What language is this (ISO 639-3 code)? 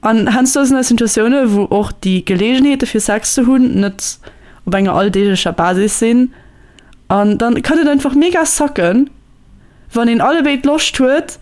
ltz